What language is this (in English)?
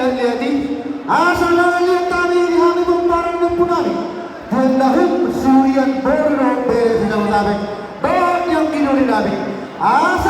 Batak Toba